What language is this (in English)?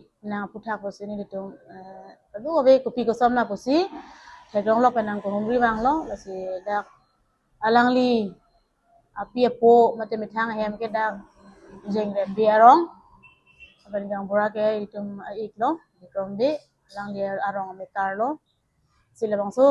Karbi